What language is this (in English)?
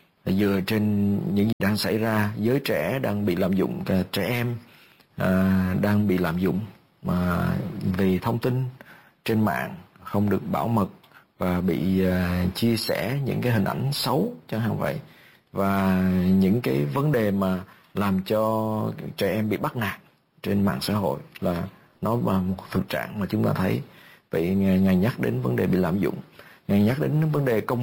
Vietnamese